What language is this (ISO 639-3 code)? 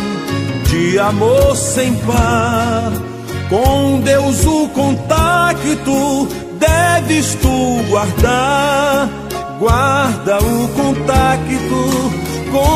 por